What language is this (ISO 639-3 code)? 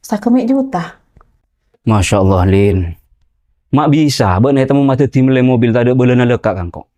mad